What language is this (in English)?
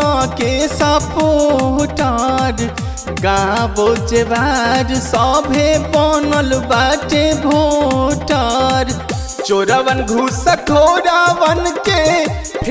Bhojpuri